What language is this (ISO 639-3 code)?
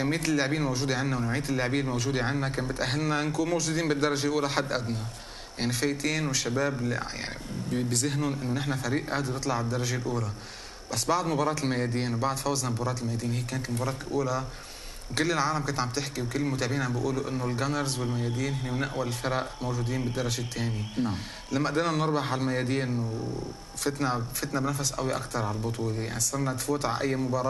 apc